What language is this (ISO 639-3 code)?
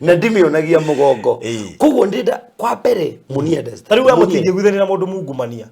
kik